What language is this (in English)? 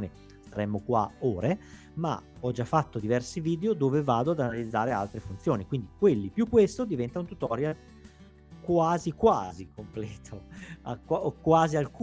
Italian